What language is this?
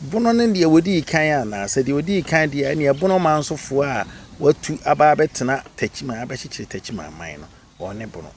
Akan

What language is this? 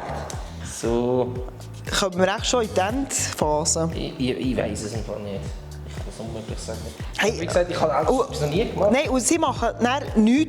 Swiss German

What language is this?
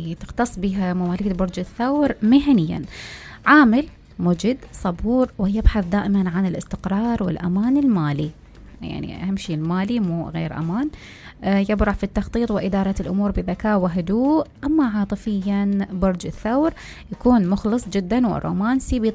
Mesopotamian Arabic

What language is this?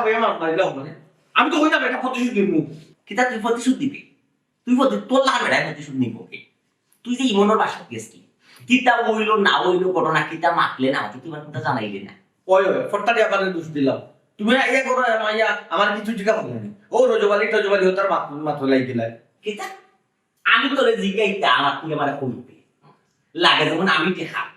Sylheti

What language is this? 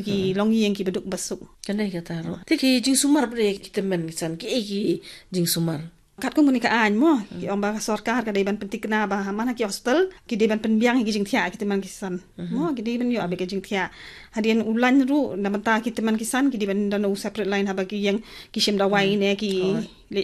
Khasi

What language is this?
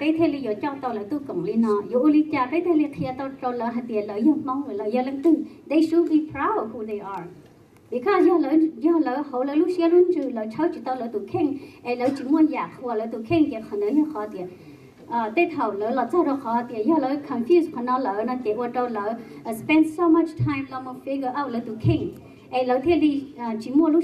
Hmong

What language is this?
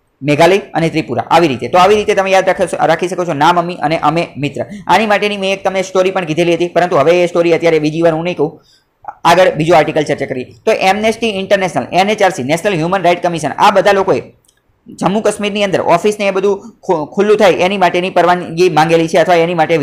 Gujarati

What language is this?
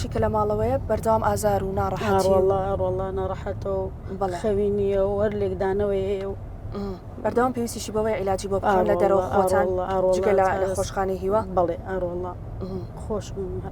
Central Kurdish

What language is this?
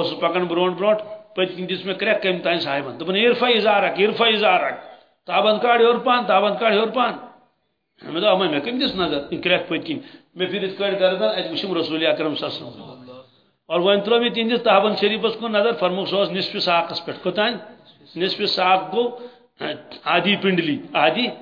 Kashmiri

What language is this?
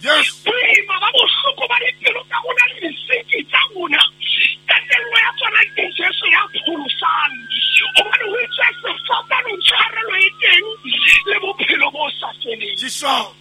Southern Sotho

